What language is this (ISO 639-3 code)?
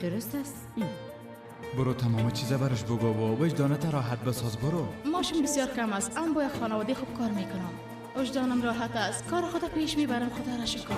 fas